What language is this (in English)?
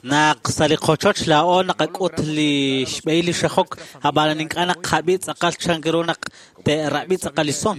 Kekchí